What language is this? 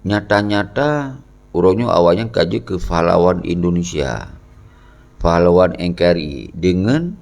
Achinese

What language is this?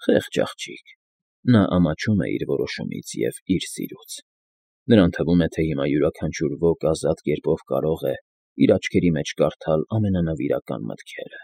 Armenian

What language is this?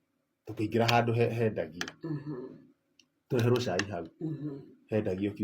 Kikuyu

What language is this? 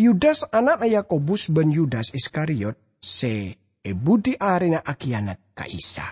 Madurese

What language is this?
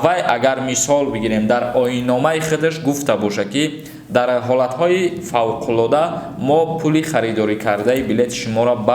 Tajik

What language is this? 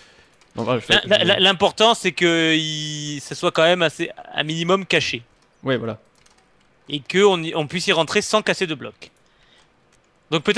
French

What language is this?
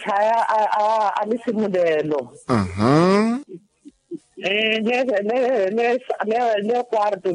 Tsonga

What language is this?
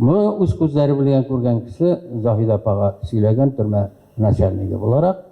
Tatar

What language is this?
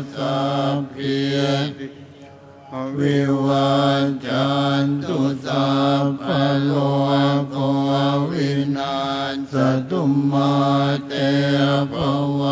Pali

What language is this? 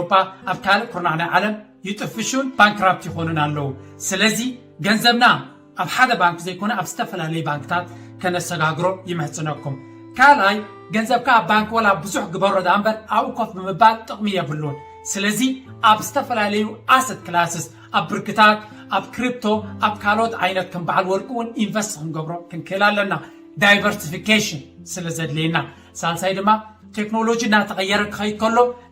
Tigrinya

